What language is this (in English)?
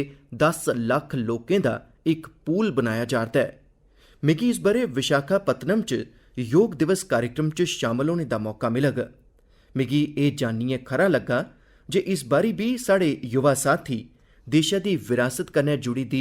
Dogri